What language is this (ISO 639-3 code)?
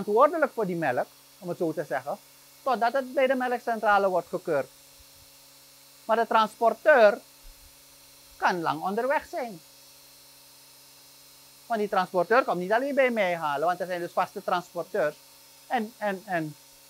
nld